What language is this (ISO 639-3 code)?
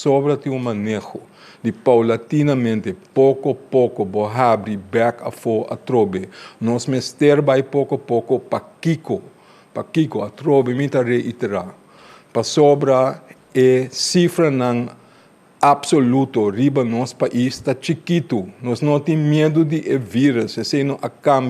pap